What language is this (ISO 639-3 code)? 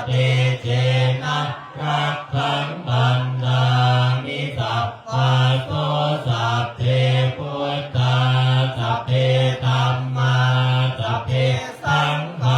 pli